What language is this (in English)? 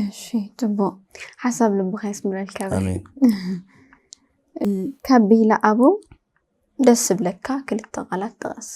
Tigrinya